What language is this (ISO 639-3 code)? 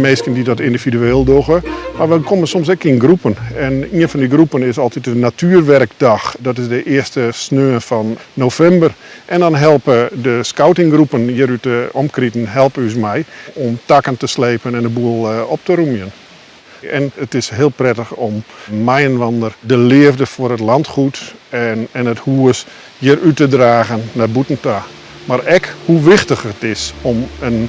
fry